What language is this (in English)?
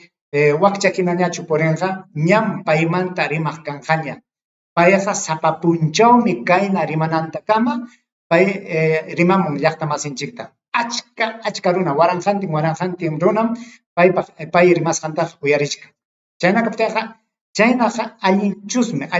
Ayacucho Quechua